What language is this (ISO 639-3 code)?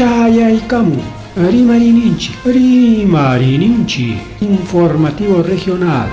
quy